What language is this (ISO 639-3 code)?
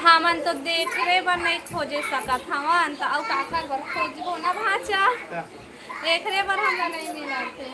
hne